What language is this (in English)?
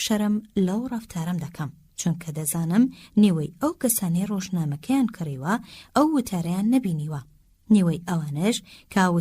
Central Kurdish